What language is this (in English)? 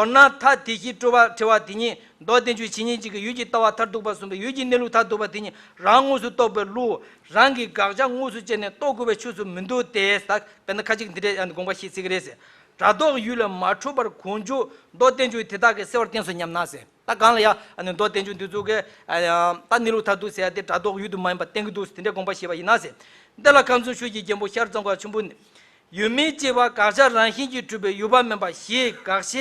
Tibetan